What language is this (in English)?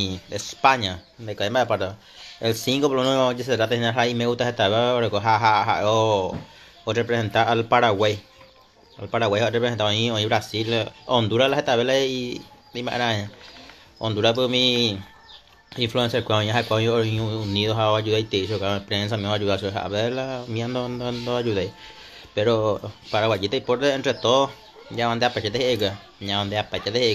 Guarani